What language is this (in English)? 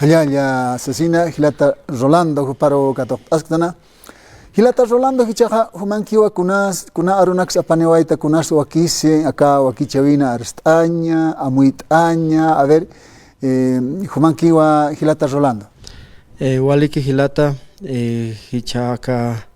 Aymara